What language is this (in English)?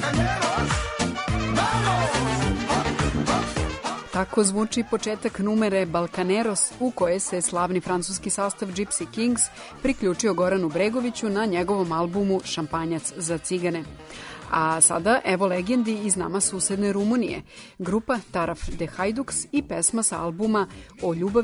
Serbian